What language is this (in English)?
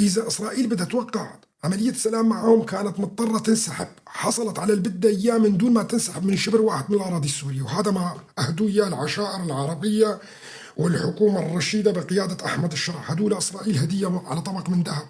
North Levantine Arabic